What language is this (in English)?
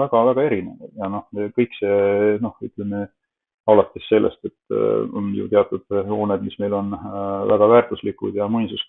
Estonian